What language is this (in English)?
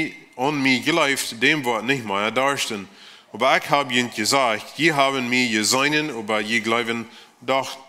Plautdietsch